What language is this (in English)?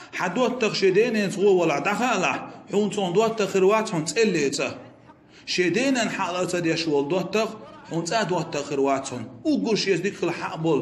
Chechen